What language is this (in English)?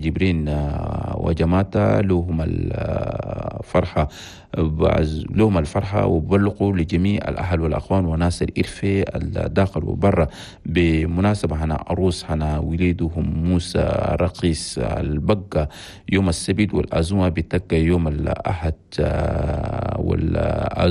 Chadian Arabic